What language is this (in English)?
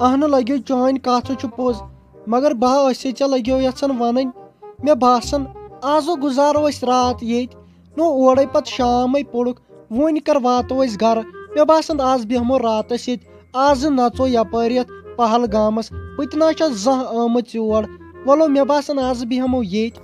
Kashmiri